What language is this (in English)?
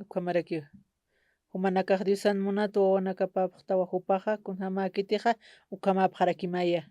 Aymara